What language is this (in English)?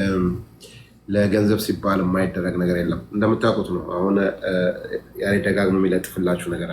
Amharic